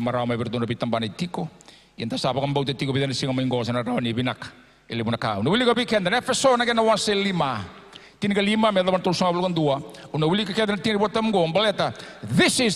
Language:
Fijian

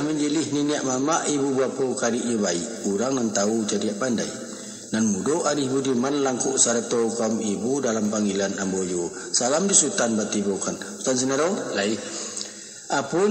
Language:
Minangkabau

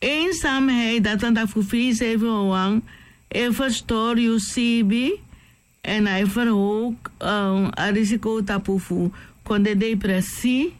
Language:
Sranan Tongo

